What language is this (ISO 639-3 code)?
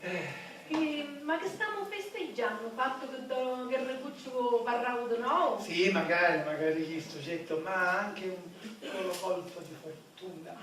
scn